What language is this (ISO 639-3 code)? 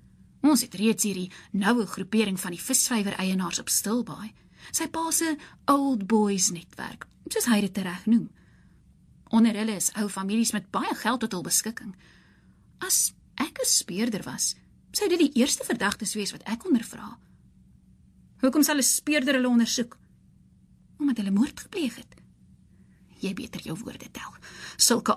afr